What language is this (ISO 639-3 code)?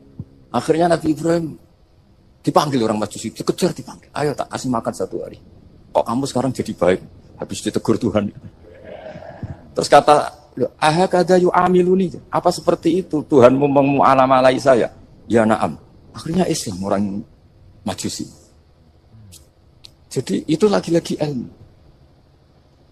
ind